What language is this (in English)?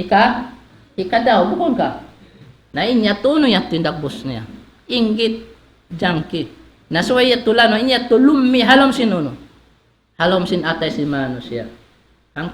Tausug